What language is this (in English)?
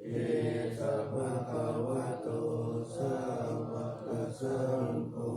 Pali